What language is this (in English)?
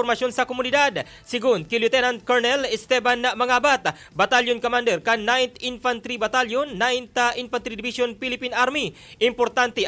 Bikol